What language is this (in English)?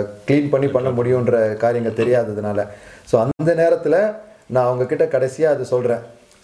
Tamil